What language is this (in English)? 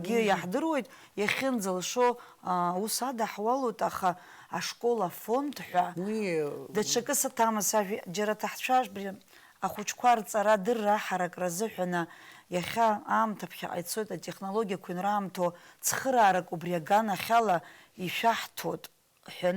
Abkhazian